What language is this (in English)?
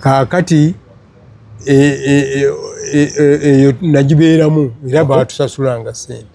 Ganda